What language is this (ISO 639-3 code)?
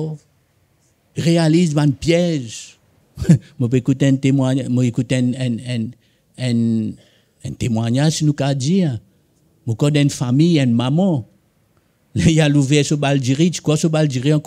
mfe